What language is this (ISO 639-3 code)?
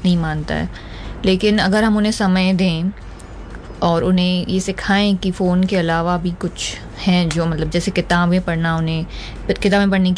hin